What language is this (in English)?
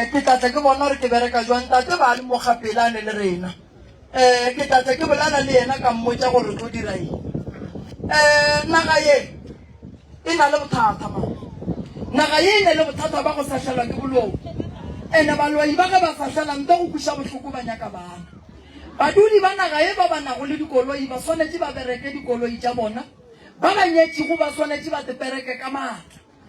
Northern Sotho